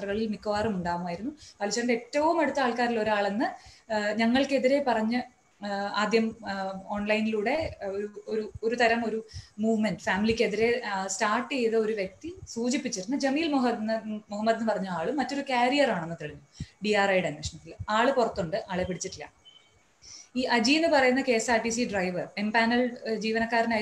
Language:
Malayalam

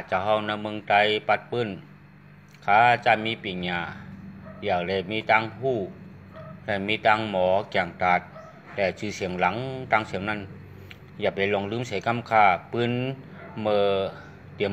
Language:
Shan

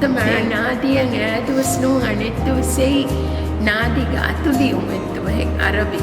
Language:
Divehi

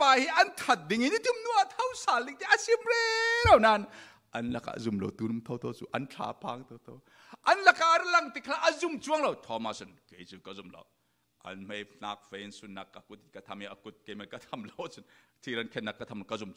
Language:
Falam Chin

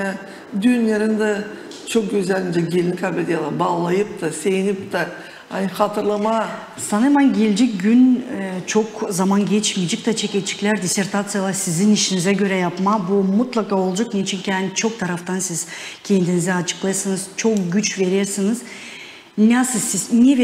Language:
Gagauz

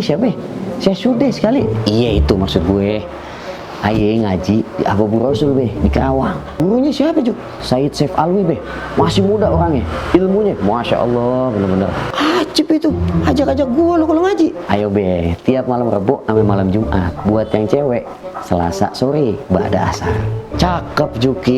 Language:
Betawi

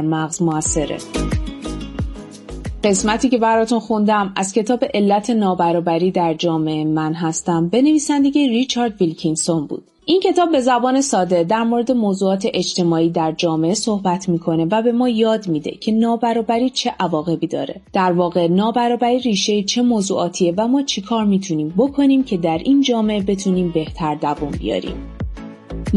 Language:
Persian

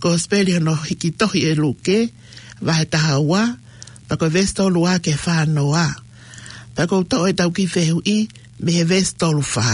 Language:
Tongan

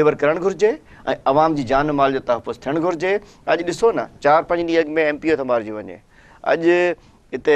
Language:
Sindhi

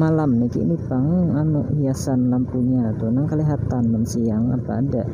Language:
Banjar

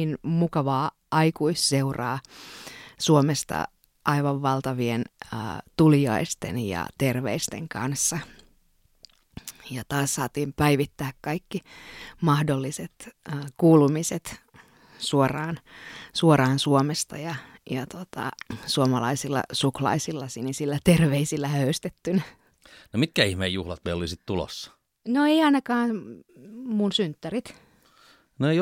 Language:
Finnish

